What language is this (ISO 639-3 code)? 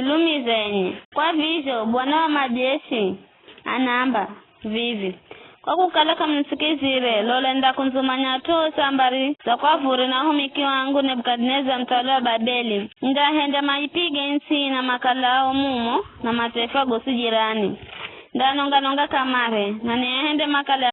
nyf